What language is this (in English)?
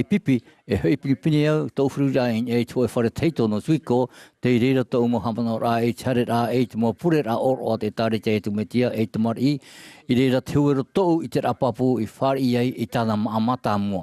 Tahitian